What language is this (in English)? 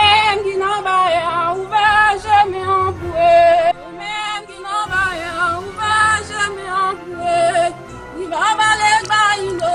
Haitian Creole